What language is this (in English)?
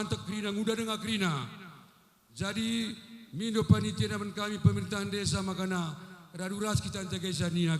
Batak Karo